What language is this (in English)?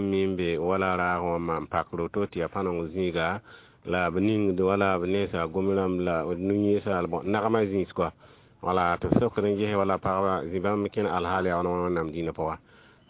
Mossi